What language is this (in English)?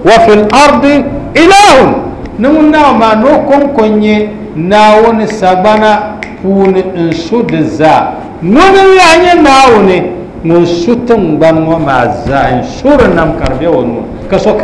Dagbani